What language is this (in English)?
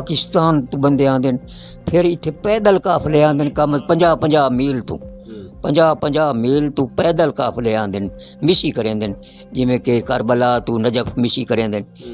Saraiki